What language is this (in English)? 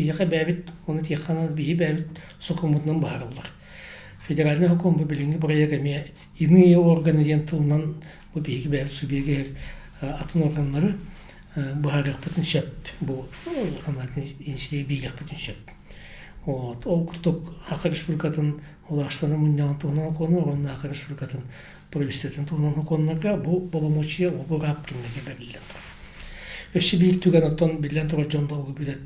Yakut